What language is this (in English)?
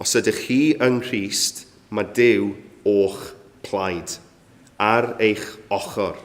Welsh